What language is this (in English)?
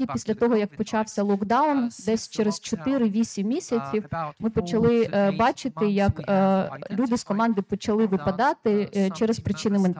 Ukrainian